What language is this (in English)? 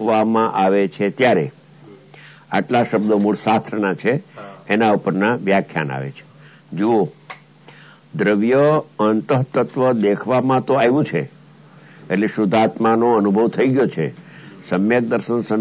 Gujarati